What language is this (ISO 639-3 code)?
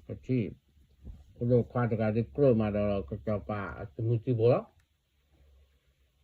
ksw